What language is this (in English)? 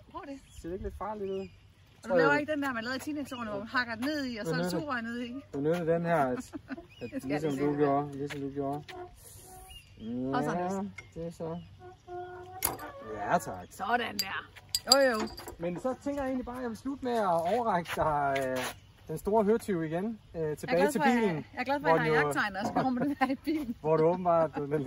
Danish